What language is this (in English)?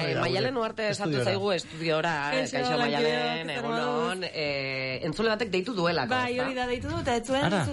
Basque